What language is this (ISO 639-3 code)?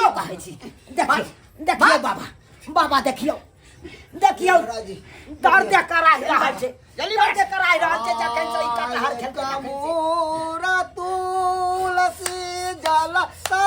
mai